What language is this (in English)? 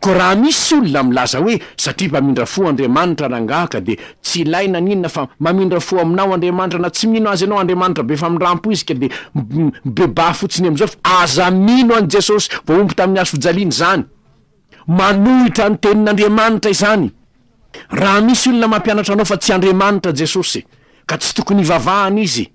Malagasy